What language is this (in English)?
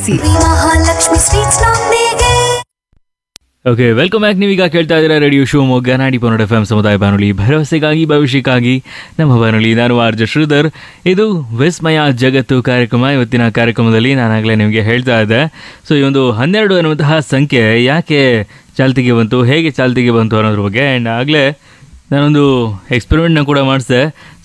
Kannada